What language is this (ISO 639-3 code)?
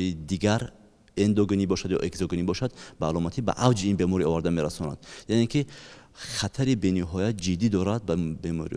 tgk